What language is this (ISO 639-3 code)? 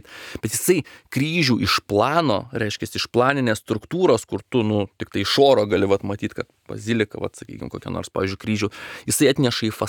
lit